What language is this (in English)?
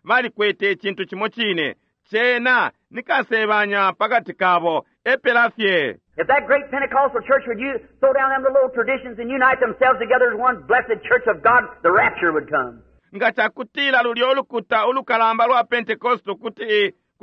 Bemba